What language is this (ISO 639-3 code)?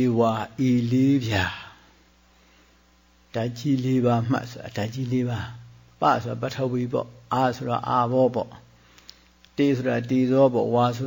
mya